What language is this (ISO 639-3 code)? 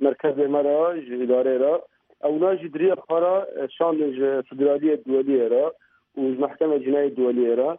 kur